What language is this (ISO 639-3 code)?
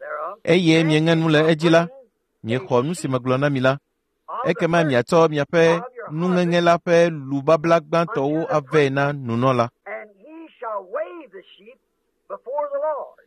ewe